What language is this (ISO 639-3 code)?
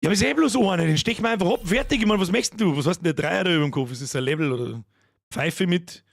bar